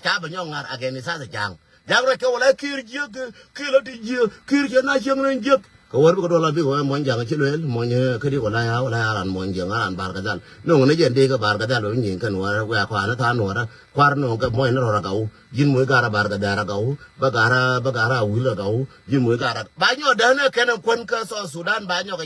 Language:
Nuer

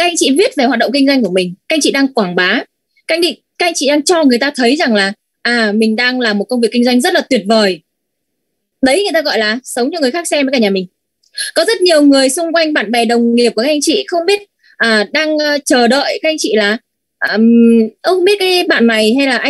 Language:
Vietnamese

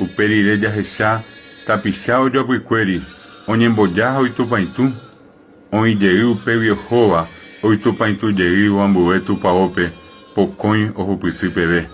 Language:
Guarani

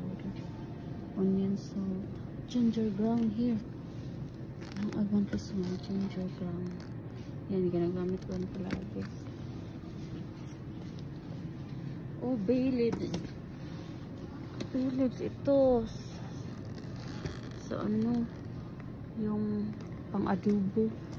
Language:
Filipino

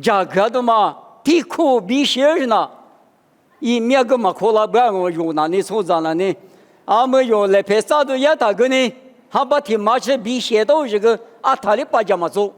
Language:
Lisu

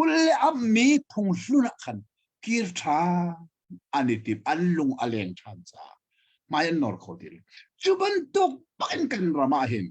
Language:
Hakha Chin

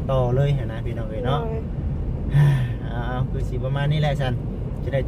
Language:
Lao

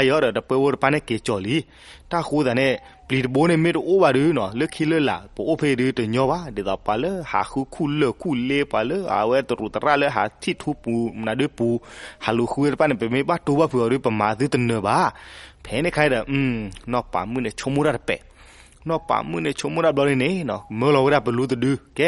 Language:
S'gaw Karen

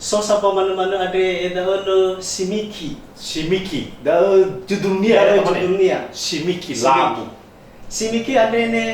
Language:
Nias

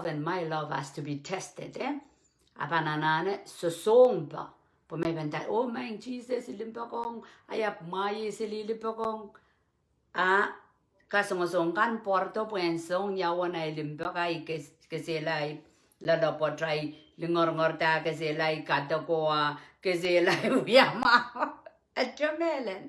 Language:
Pohnpeian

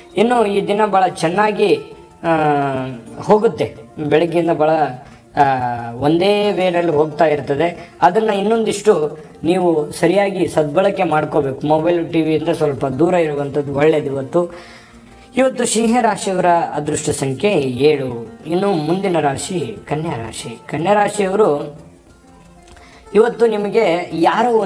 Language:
Kannada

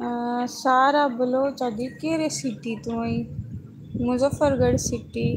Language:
Saraiki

